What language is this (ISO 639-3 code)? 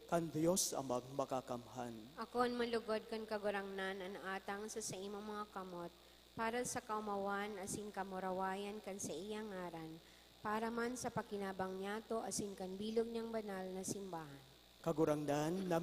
bik